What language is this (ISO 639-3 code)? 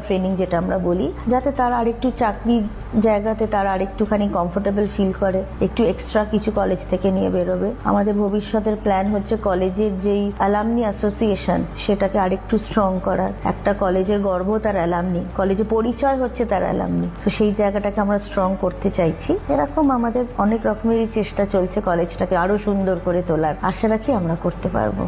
ben